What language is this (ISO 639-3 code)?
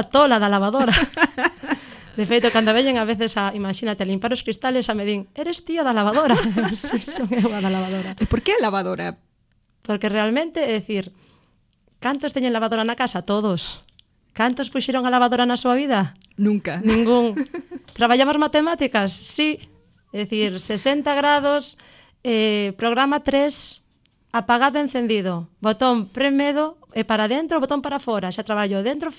glg